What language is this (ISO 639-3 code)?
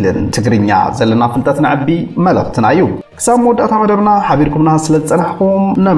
tir